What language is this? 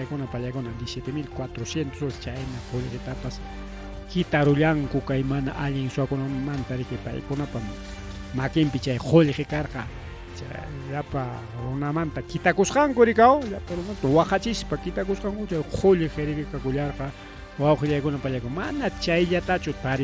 Ayacucho Quechua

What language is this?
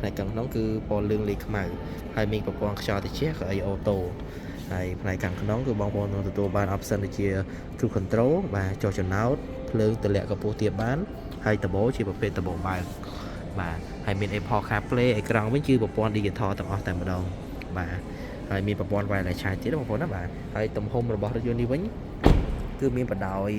Khmer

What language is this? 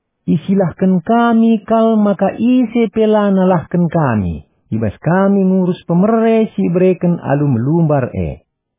Batak Karo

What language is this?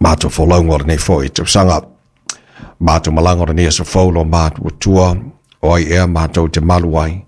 Samoan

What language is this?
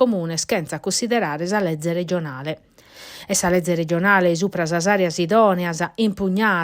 Sardinian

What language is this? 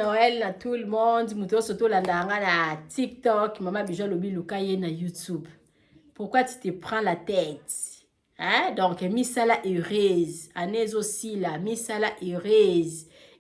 Lingala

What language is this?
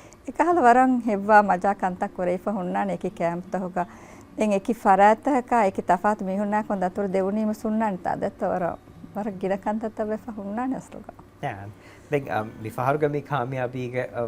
Divehi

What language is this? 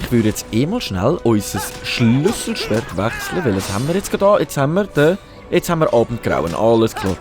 Swiss German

